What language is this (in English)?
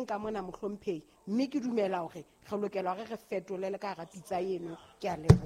Southern Sotho